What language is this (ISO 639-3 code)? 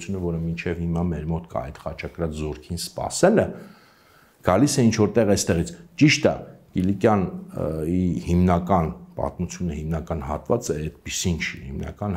hye